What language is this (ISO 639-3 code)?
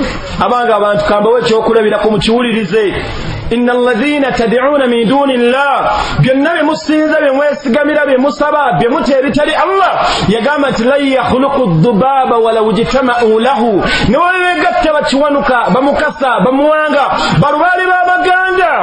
lug